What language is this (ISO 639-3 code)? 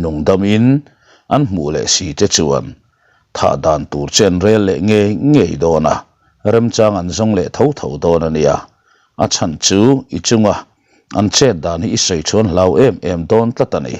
lus